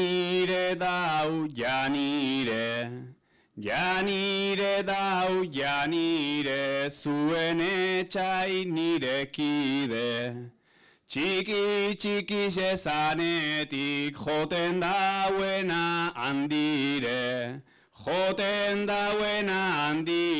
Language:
Basque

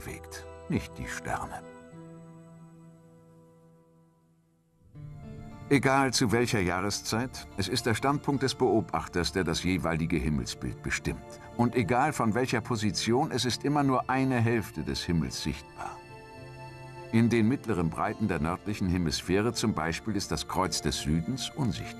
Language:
German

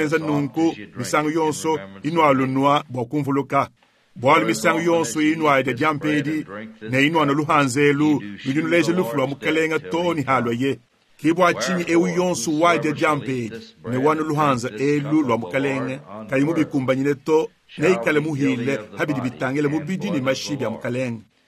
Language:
Luba-Lulua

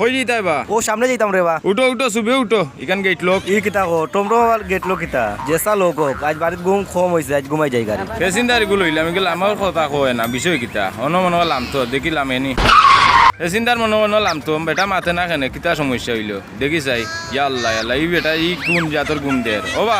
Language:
Sylheti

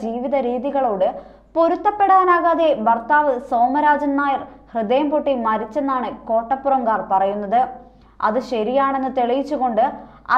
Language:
Malayalam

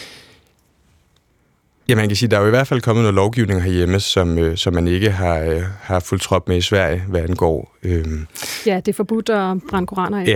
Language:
Danish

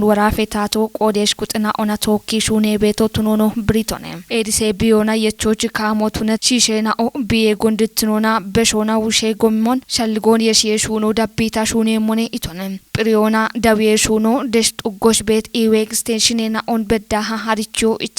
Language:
Kafa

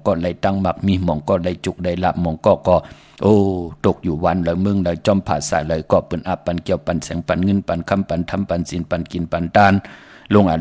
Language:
Shan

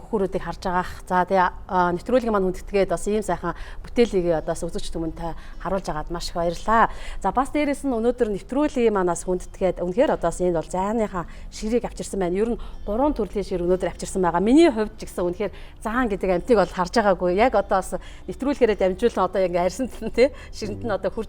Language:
Mongolian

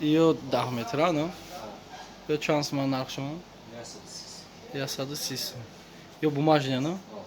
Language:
Tajik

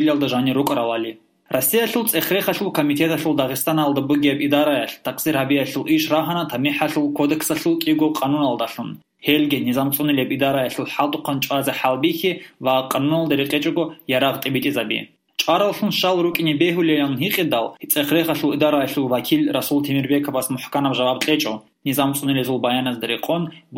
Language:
Avaric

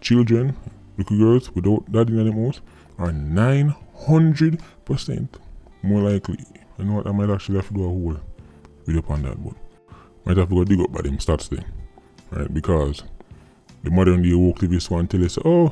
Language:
Jamaican Creole English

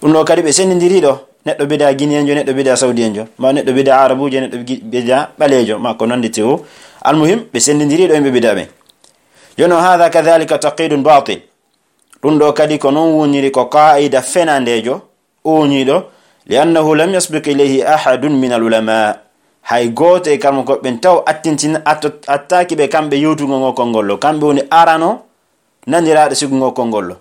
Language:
Pular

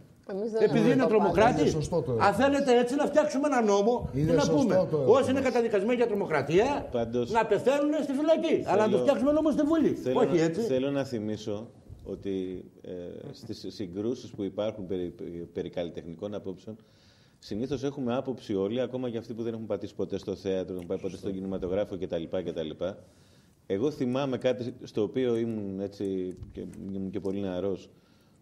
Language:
Greek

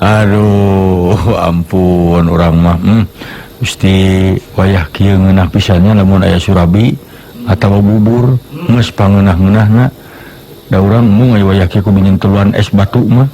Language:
Sundanese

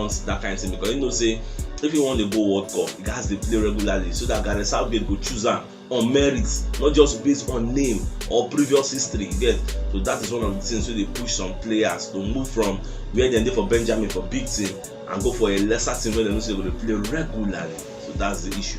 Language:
Nigerian Pidgin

